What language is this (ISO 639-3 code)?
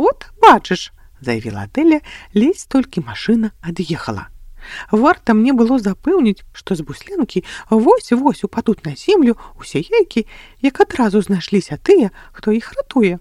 bel